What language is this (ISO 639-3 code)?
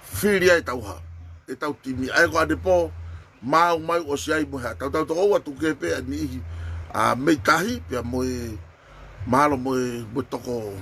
ton